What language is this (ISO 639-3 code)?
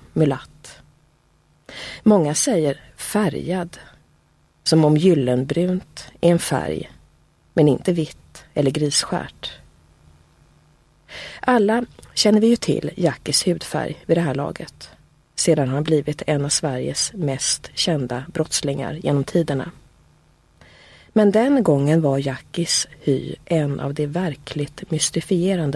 swe